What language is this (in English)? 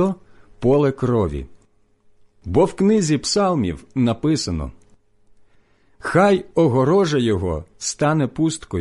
Ukrainian